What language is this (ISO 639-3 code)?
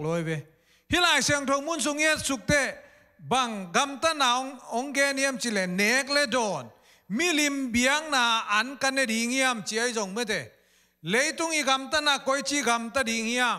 ctd